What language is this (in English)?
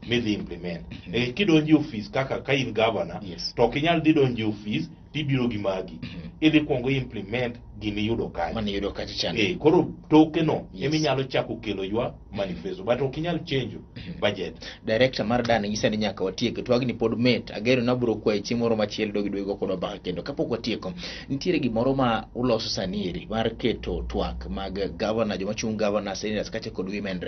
Luo (Kenya and Tanzania)